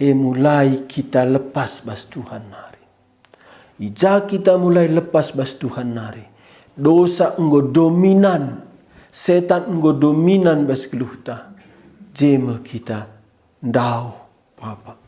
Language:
Batak Karo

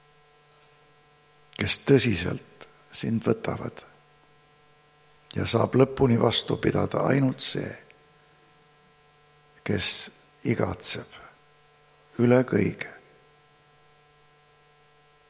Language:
Estonian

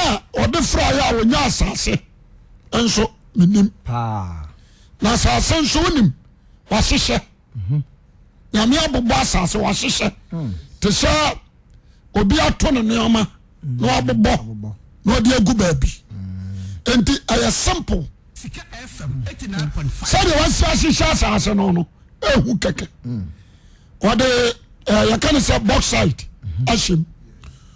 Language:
Akan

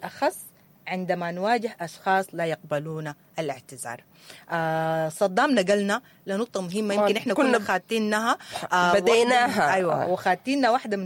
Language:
Sudanese Arabic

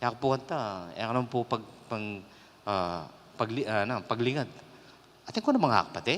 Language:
Pampanga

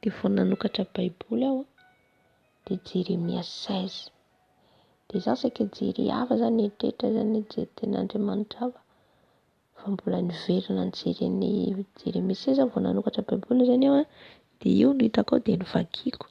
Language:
Malagasy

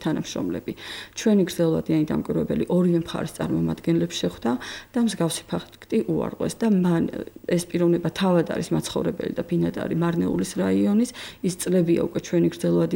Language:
Georgian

